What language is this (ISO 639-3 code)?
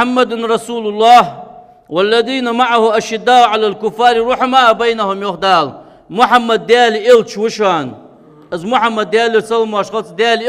inh